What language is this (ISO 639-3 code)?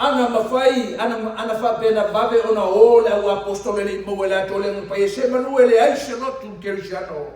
smo